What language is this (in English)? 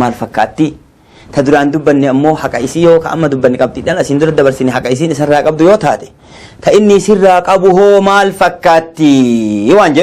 Oromo